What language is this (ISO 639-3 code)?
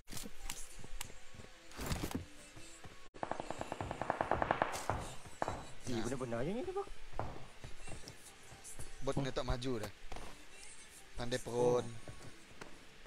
msa